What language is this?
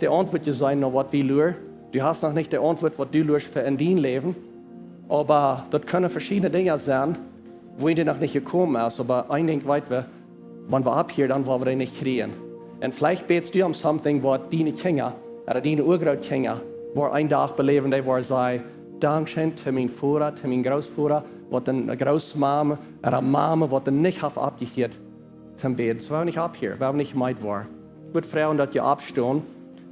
Plautdietsch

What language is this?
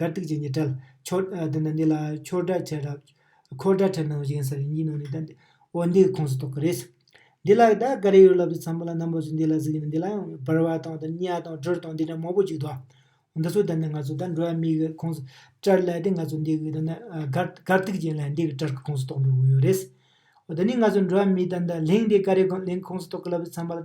Tibetan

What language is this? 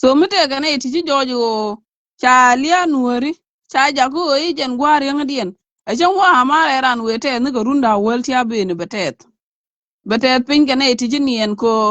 Nuer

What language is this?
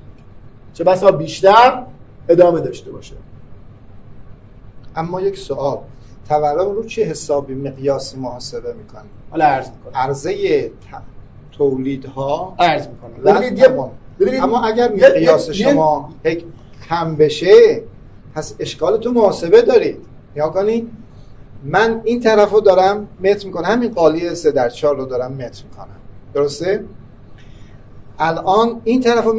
Persian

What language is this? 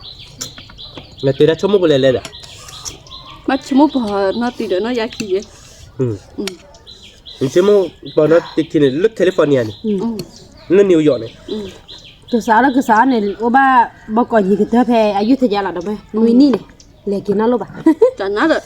S'gaw Karen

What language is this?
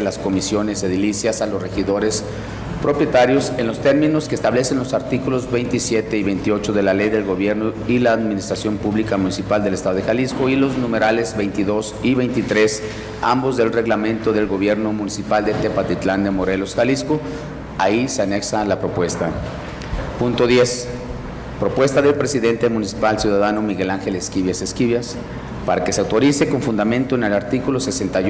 Spanish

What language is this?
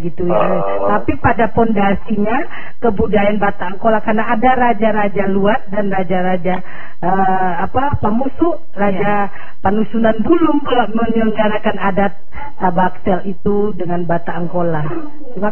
Indonesian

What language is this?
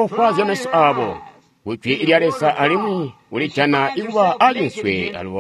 Tonga (Zambia)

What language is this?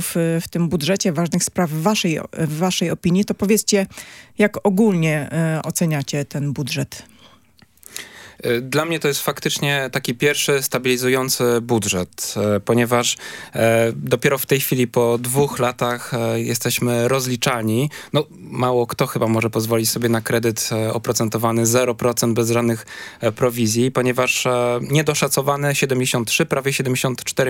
Polish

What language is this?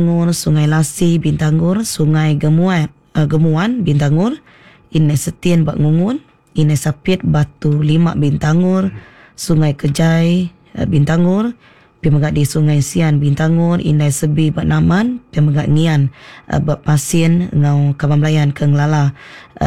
Iban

